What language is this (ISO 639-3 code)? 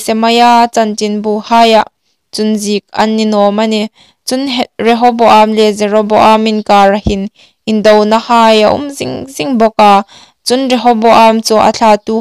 hmr